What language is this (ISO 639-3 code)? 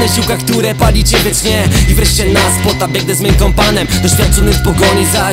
pol